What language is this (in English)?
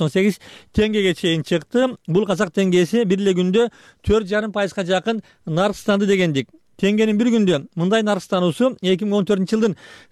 Kyrgyz